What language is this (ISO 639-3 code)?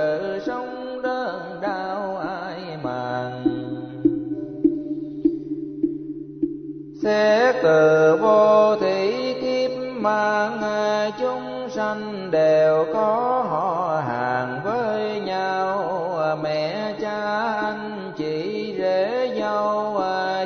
vie